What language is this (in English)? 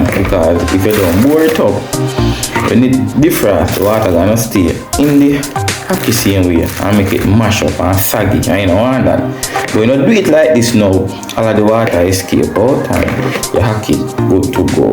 Jamaican Creole English